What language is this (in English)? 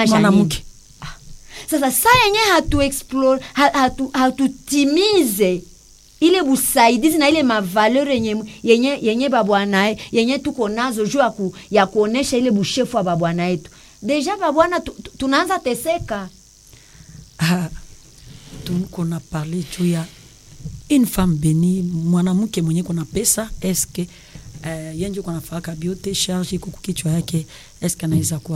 Swahili